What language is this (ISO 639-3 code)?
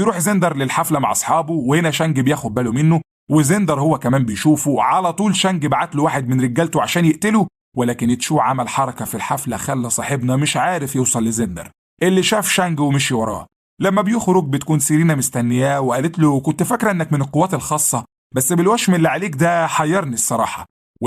arz